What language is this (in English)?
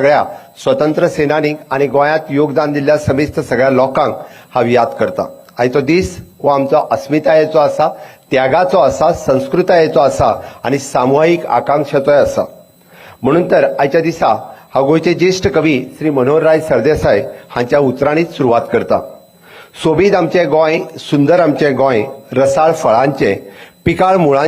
Konkani